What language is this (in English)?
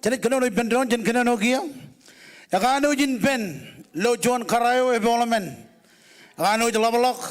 Marshallese